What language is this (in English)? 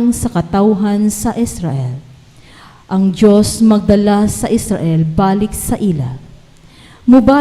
Cebuano